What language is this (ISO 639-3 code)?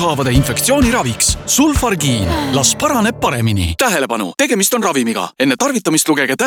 est